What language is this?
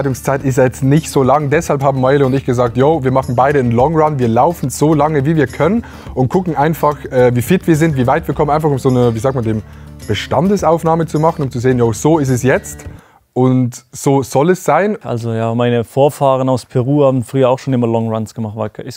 Swiss German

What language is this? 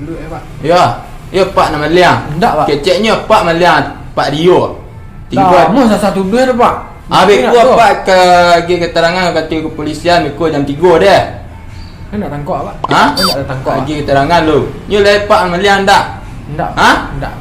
Minangkabau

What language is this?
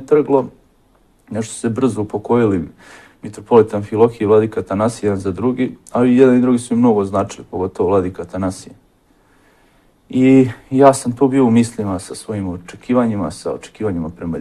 Serbian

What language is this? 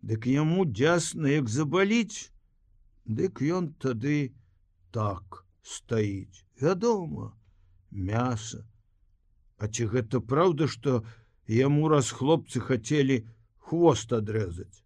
Belarusian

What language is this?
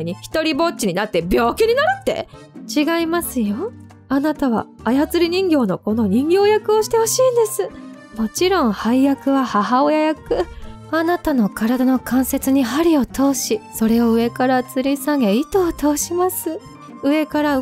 Japanese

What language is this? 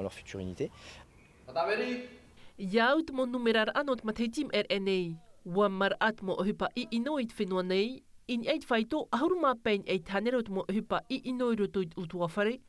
Tahitian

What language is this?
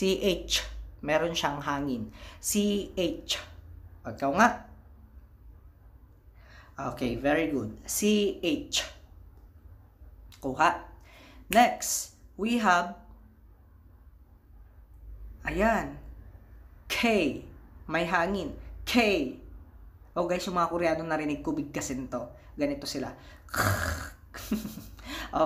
Filipino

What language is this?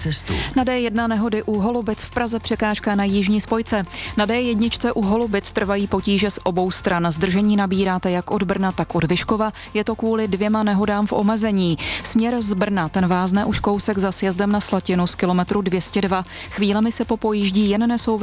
Czech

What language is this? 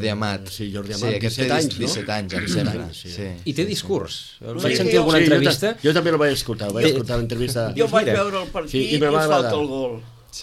Catalan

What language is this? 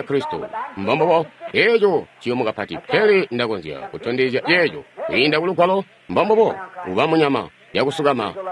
Tonga (Zambia)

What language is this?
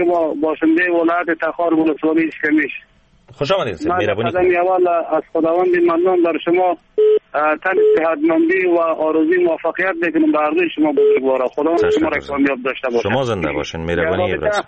Persian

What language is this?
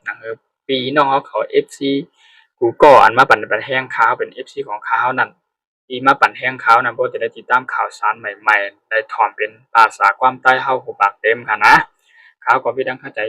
Shan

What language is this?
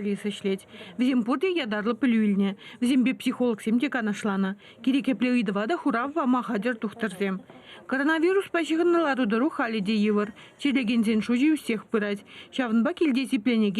Chuvash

